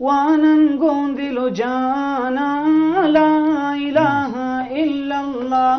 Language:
Eastern Balochi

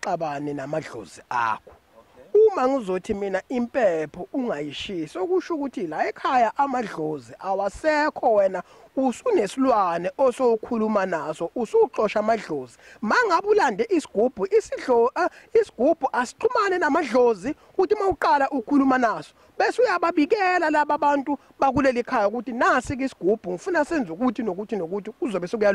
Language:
Zulu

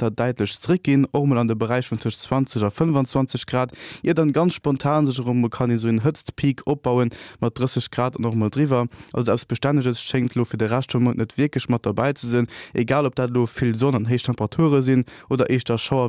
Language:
Luxembourgish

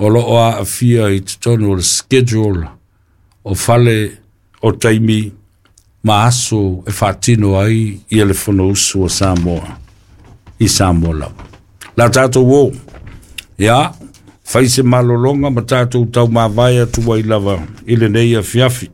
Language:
Samoan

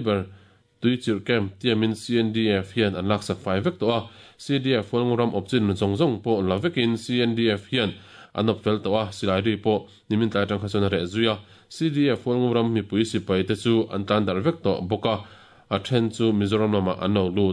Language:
Mizo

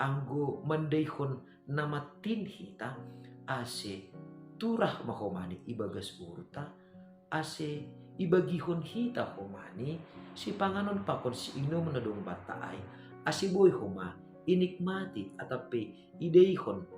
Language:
Batak Simalungun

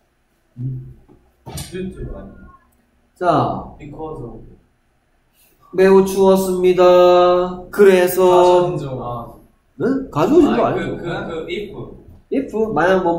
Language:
Korean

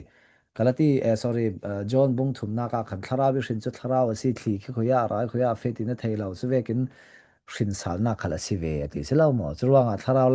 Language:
Falam Chin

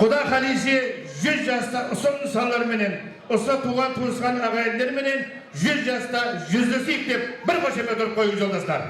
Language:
Kara-Kalpak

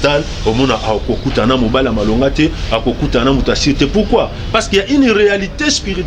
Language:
Lingala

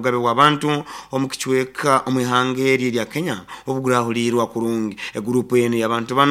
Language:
Nyoro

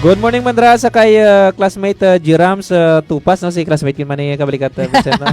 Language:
Hiligaynon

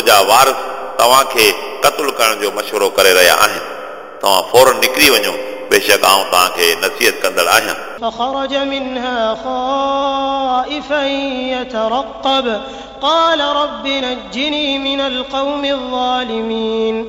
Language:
Sindhi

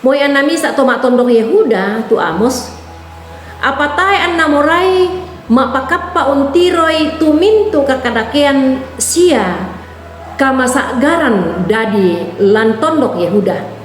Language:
Toraja-Sa'dan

